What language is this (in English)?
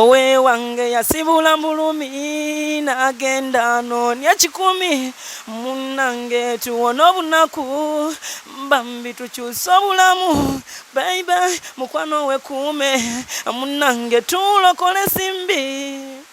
Ganda